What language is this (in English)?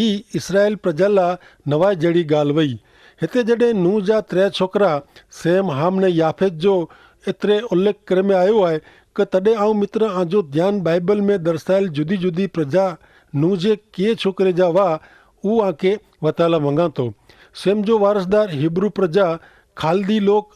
Kachhi